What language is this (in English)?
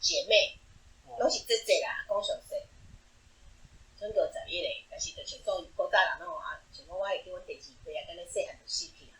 Min Nan Chinese